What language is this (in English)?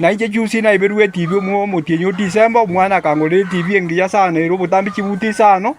Gusii